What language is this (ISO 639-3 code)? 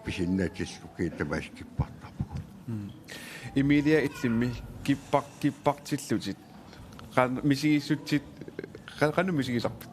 kal